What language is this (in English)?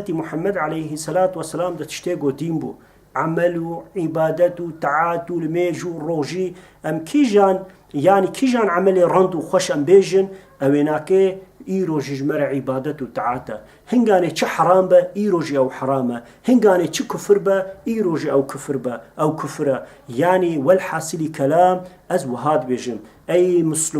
Kurdish